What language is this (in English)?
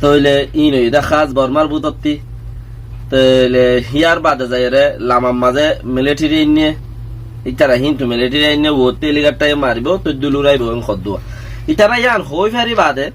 Rohingya